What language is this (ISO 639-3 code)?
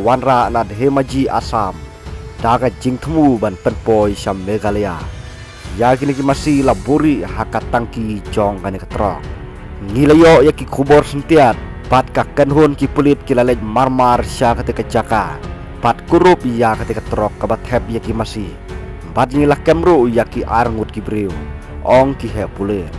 kha